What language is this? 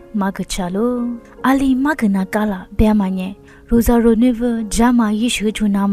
Lisu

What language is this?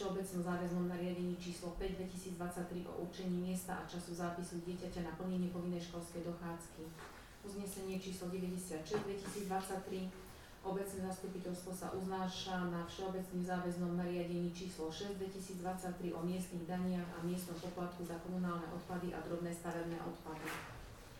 Slovak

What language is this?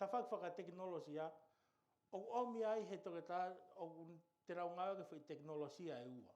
Tongan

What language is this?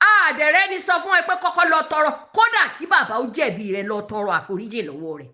Yoruba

